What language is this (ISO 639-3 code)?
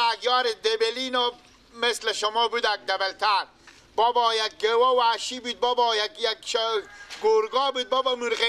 fas